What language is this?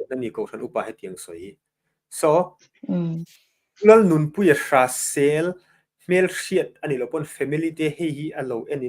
Mizo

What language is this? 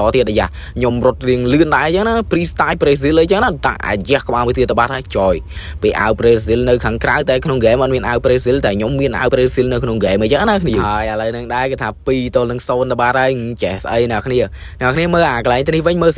Khmer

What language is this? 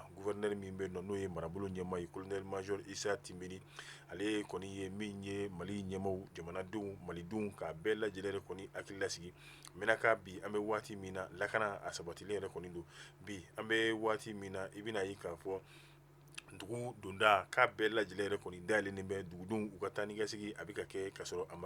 Bambara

